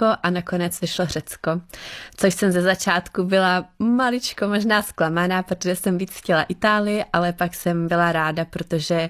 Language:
Czech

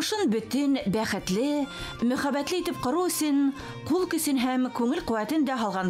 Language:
Bashkir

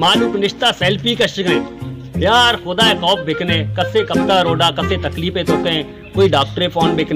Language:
Baluchi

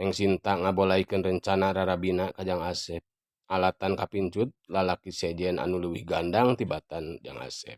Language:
Sundanese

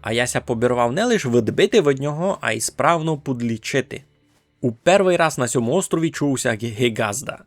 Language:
Rusyn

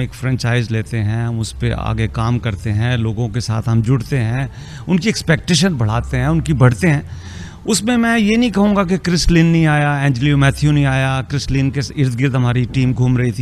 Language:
Urdu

